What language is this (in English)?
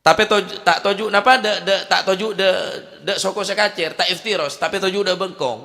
Madurese